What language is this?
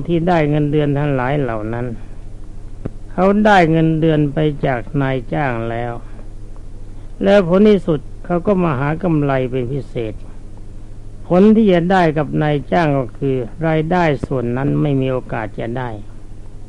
Thai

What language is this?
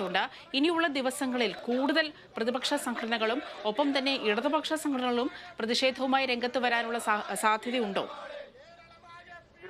Malayalam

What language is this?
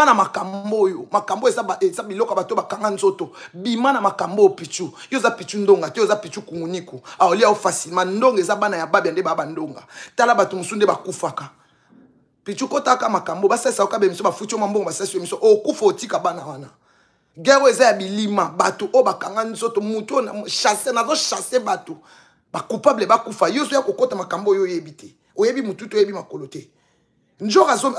Lingala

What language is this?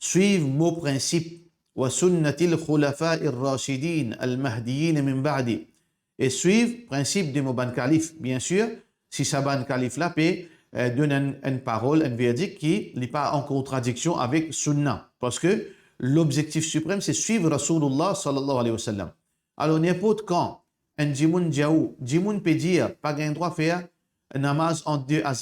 Morisyen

